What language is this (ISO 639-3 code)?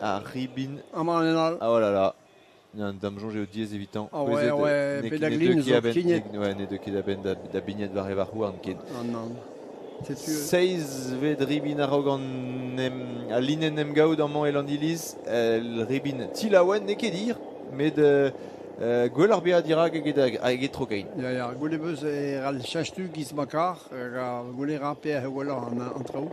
bre